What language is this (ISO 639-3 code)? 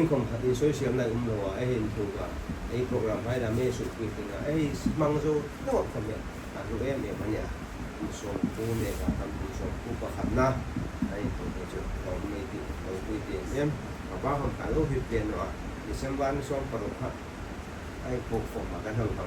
hmr